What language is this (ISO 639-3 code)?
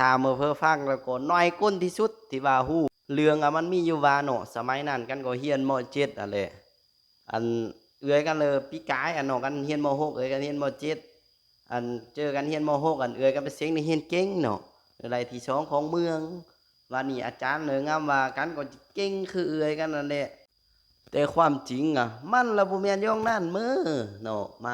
lao